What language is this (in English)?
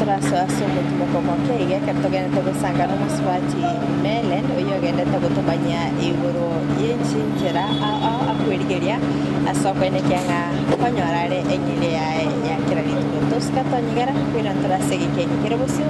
Gusii